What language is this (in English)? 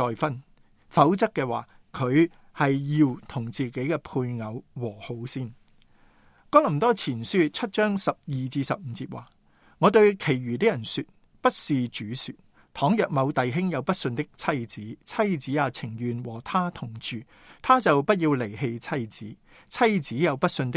Cantonese